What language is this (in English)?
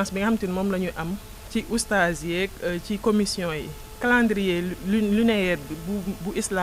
Wolof